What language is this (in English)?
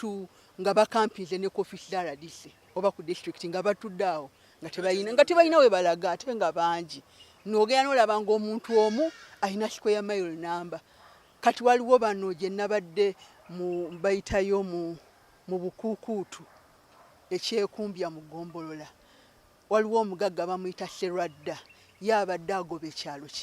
Ganda